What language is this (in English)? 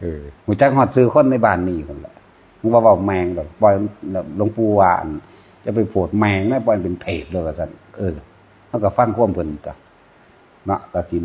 Northeastern Thai